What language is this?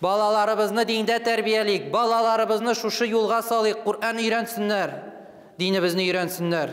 Tatar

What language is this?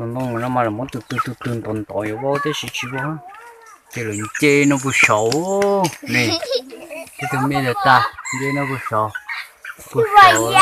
Hmong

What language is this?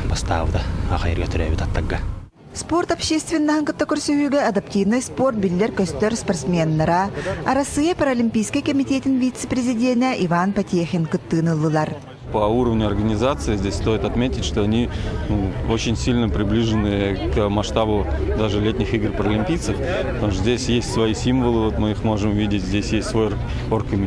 Yakut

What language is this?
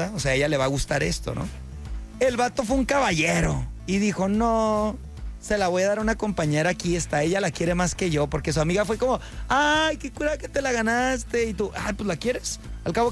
Spanish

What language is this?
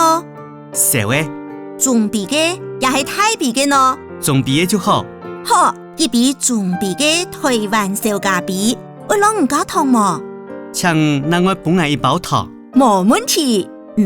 Hakka Chinese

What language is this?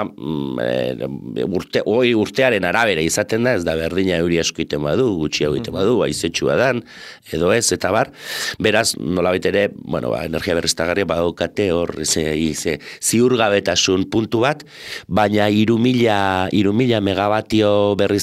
Basque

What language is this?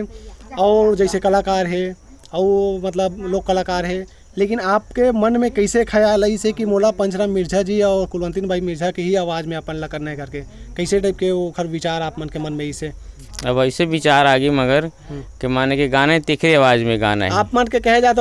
Chhattisgarhi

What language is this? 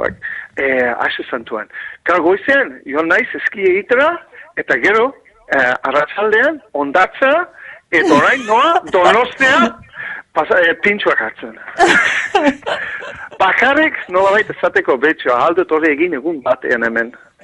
Basque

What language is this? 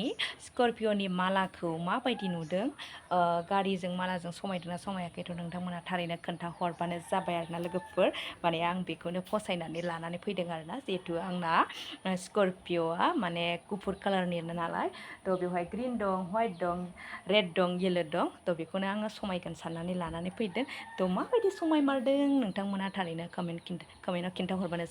Bodo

